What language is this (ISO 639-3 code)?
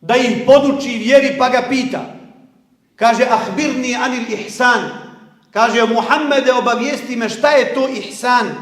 bos